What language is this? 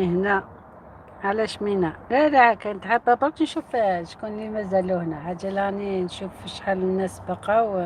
Algerian Arabic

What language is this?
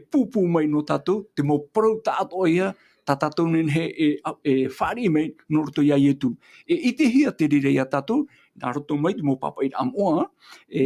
Tahitian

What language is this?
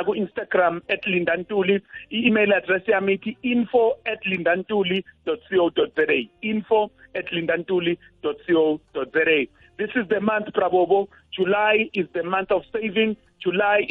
South Ndebele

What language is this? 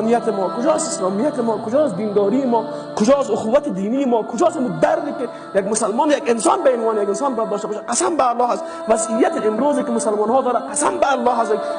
Persian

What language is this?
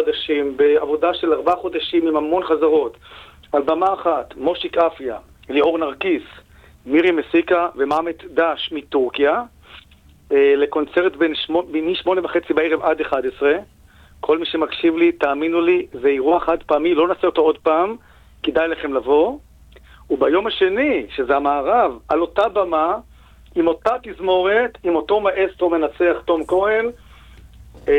Hebrew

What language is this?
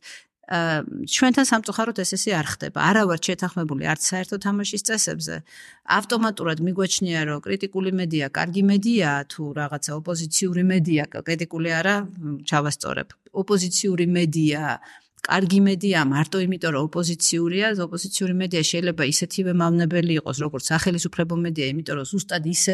Georgian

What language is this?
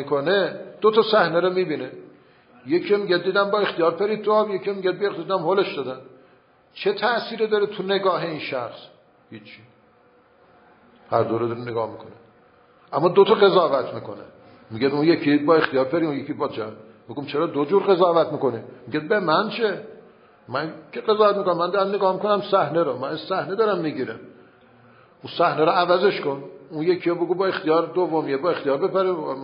Persian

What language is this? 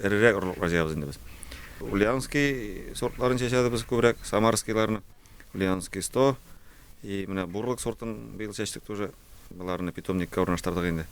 Tatar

